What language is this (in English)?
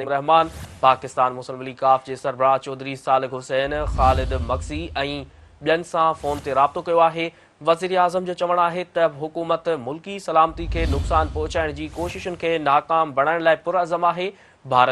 Sindhi